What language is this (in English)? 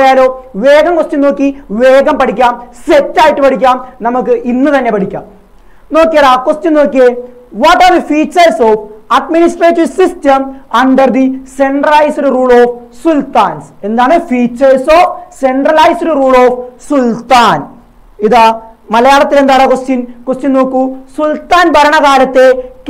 Malayalam